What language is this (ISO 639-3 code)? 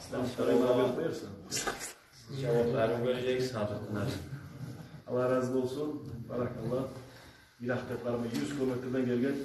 kum